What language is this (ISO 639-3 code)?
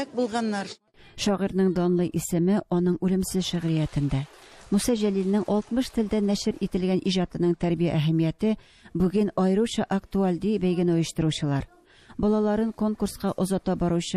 tat